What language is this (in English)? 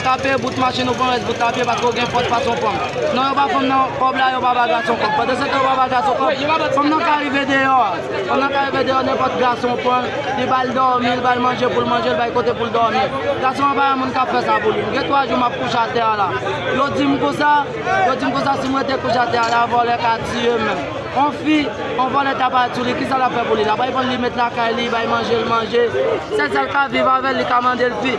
Haitian Creole